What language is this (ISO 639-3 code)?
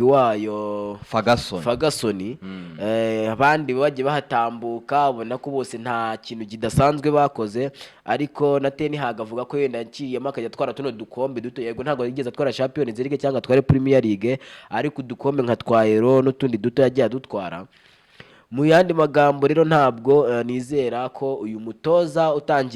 kin